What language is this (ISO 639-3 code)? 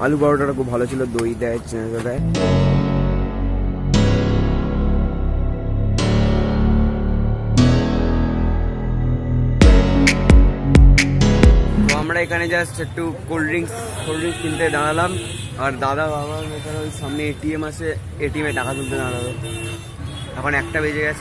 ben